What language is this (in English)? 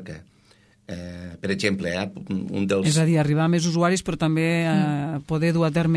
Catalan